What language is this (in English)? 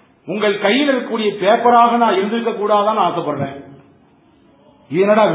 Tamil